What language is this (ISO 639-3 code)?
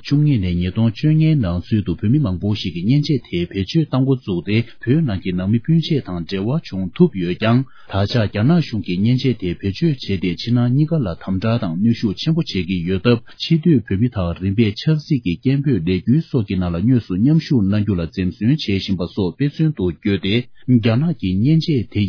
bod